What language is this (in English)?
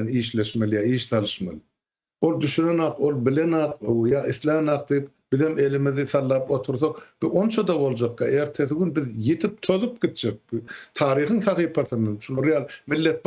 Turkmen